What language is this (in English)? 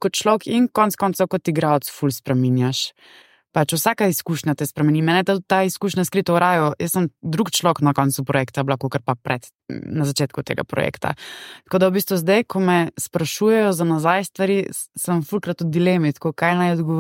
Slovenian